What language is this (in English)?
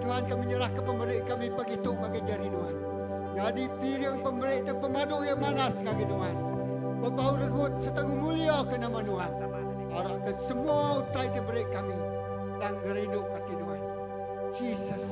Iban